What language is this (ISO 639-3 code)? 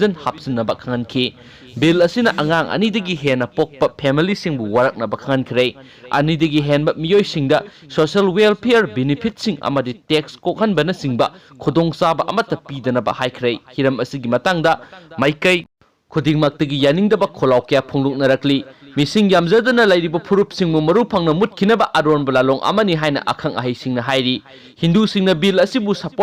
mni